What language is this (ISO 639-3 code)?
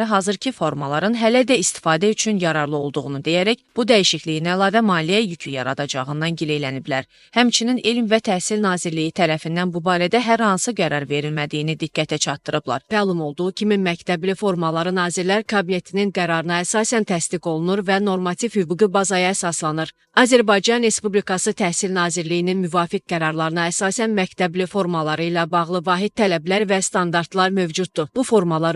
aze